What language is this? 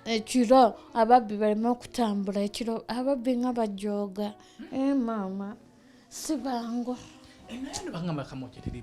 Ganda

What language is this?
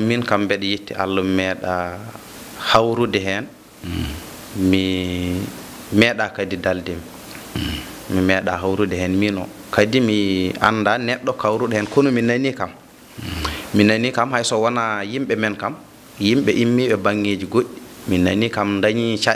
Fula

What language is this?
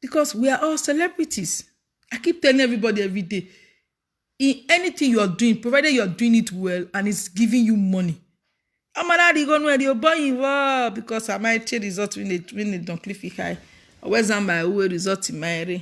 Nigerian Pidgin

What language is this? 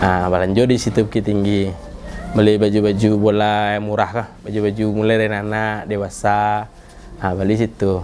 Minangkabau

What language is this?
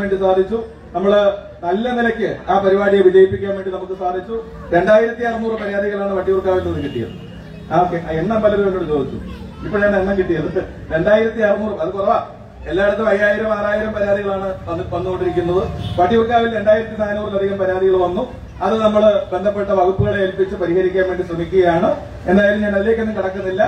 Malayalam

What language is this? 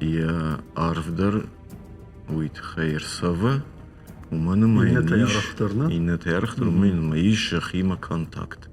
Ossetic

